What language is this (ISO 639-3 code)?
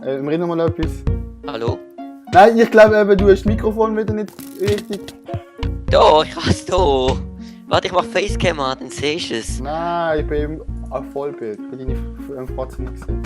gsw